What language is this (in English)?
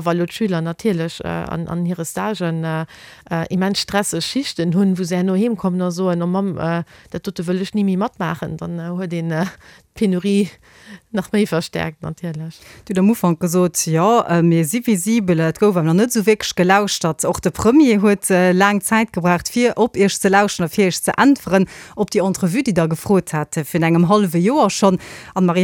Luxembourgish